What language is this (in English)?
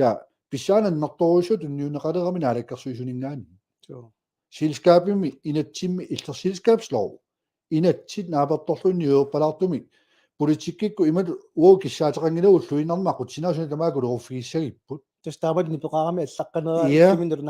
Kalaallisut